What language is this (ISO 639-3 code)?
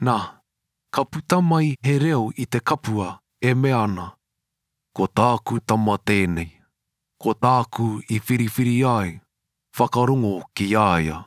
mri